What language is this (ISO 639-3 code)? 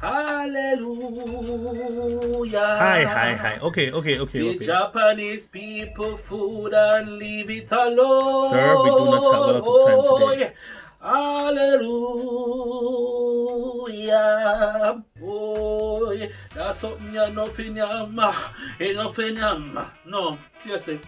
jam